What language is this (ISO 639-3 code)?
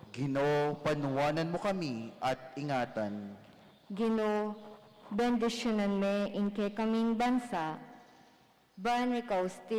pam